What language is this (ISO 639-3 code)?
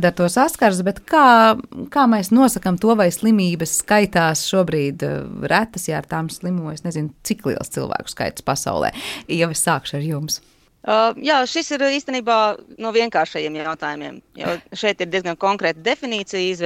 lav